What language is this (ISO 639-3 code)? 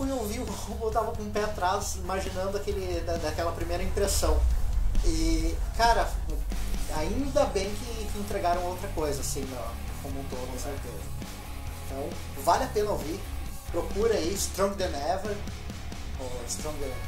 por